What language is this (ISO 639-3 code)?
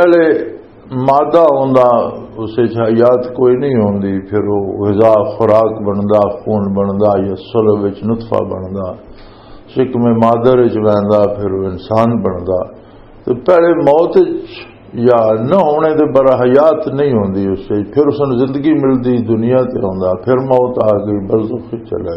lah